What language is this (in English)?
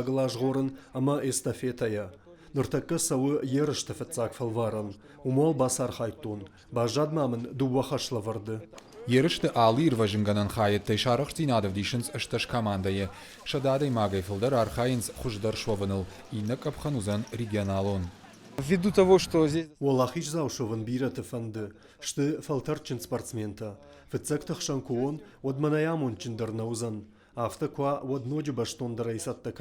Ossetic